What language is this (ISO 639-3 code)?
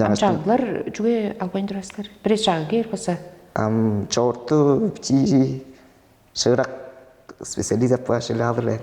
tyv